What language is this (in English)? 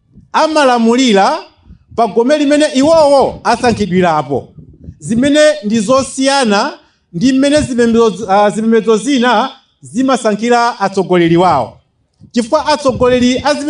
Nyanja